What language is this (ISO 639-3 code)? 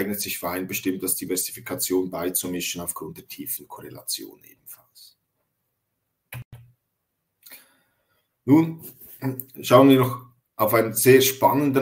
deu